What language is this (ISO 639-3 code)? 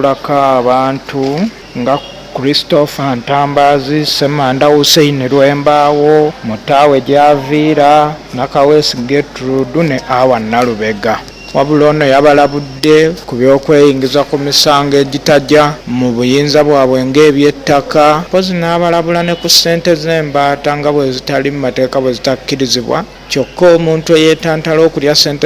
lug